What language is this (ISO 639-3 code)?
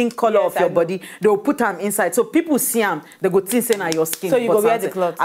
pcm